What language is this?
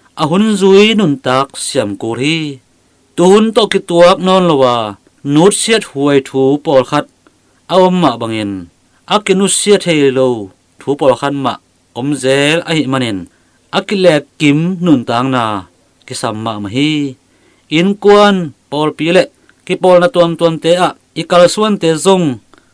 Tedim Chin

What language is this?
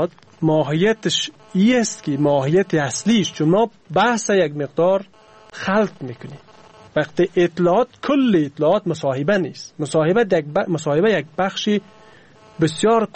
Persian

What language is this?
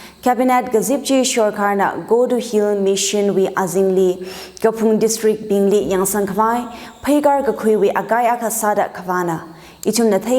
Tangkhul Naga (India)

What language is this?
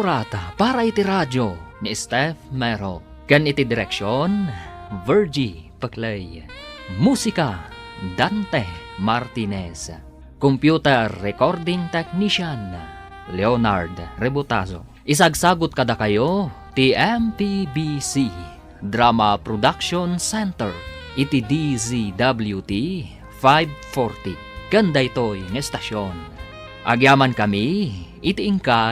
Iloko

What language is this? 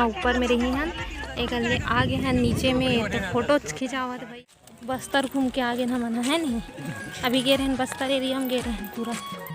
Chhattisgarhi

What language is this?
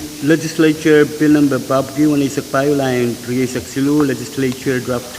Pohnpeian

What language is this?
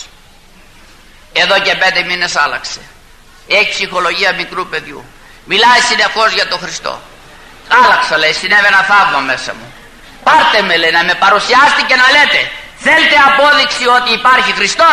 Greek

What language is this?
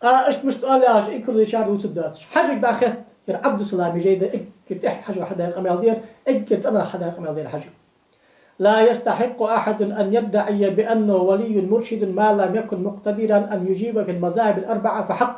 Ingush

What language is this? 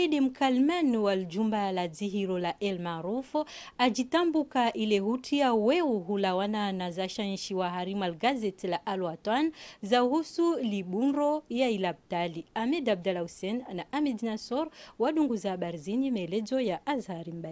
Ngazidja Comorian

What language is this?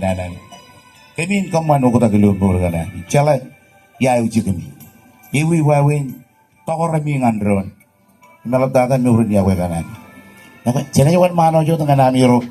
Marshallese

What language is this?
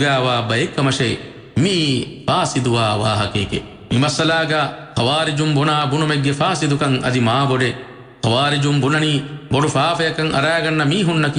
Divehi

